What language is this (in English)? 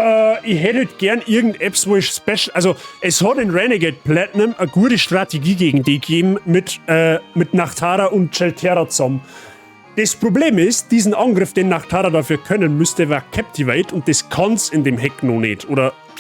Bavarian